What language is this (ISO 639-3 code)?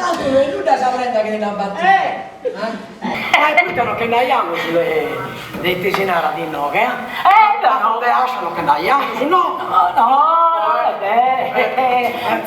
srd